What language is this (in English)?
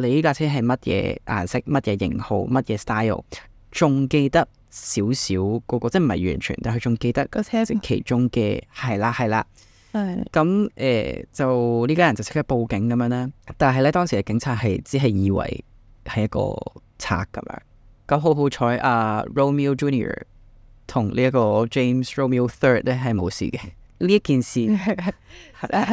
Cantonese